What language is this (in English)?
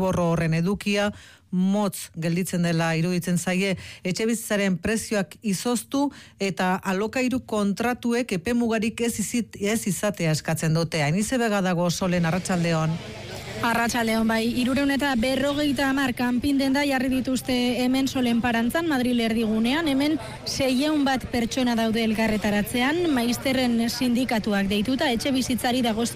Basque